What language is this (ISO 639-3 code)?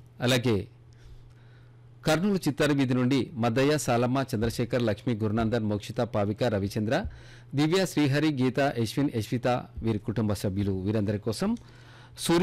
tel